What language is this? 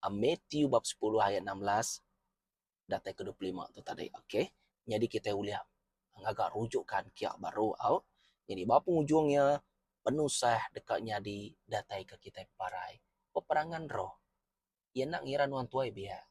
Iban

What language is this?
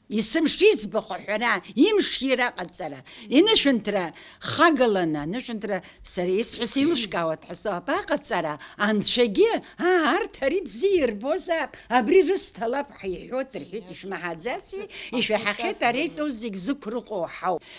Abkhazian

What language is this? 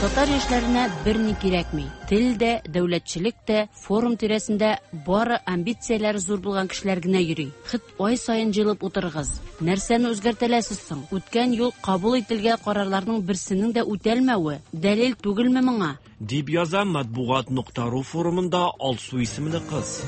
Tatar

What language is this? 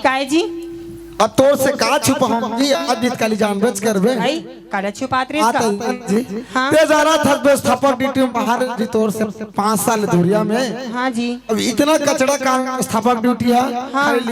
Chhattisgarhi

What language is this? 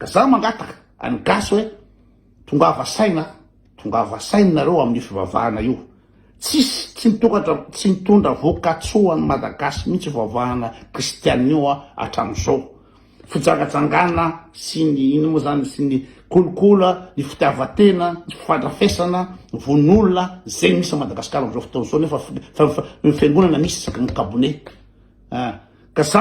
Malagasy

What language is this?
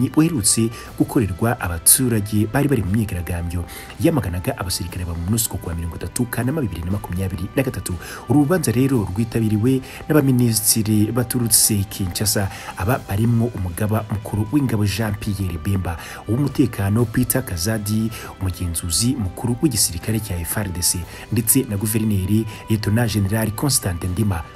Kinyarwanda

